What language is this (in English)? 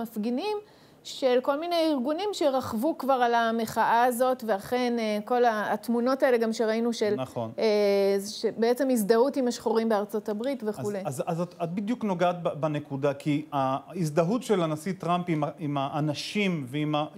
Hebrew